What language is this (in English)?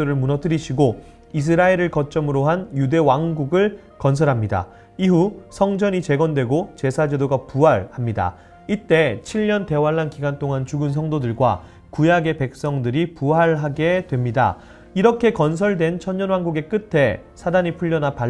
Korean